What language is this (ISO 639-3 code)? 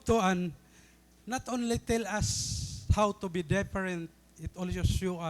war